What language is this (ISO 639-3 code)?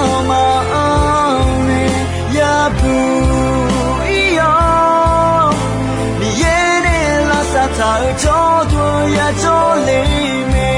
ahk